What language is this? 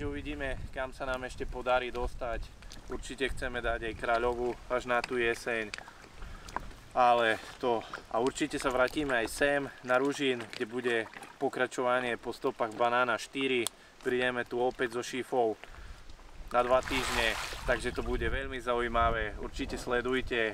Slovak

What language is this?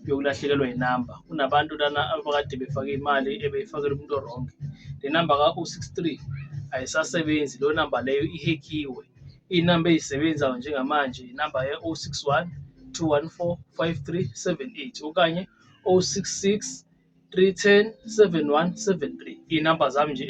Zulu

